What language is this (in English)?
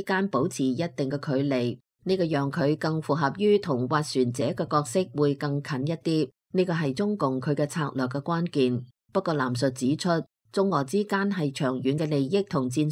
Cantonese